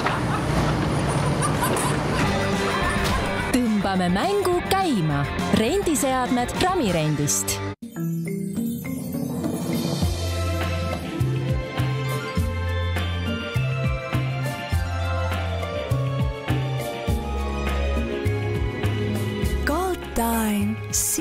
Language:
Estonian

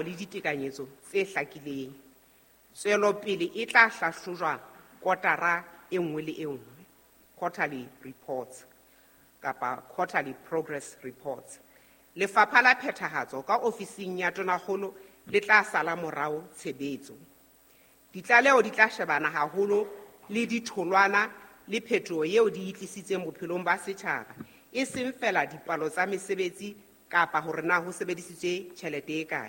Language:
Southern Sotho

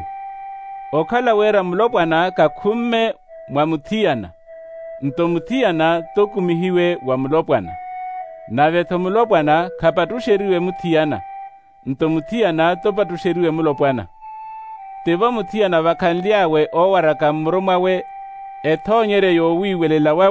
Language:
Makhuwa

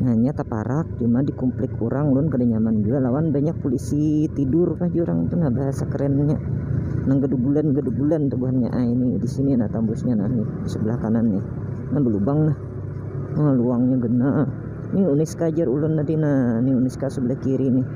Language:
Banjar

